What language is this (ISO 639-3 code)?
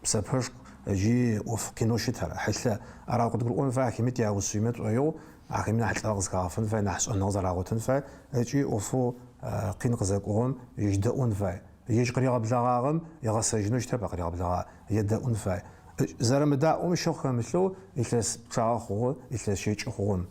ady